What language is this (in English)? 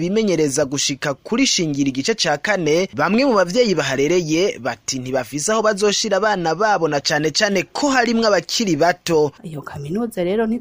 Rundi